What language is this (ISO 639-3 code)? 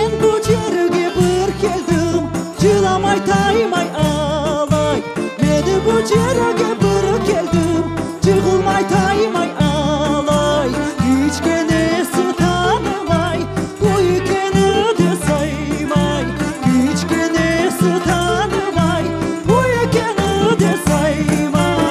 crh